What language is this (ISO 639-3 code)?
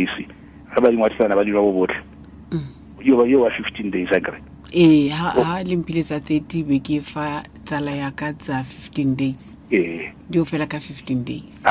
tsn